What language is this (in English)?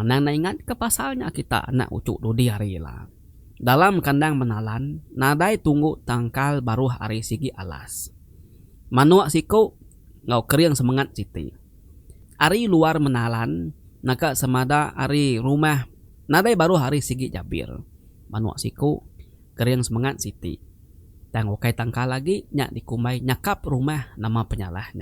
Iban